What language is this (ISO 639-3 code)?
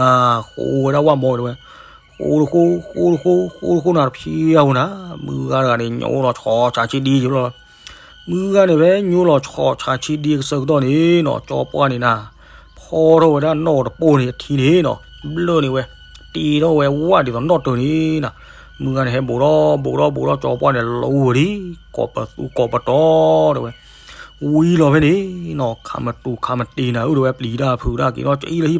ksw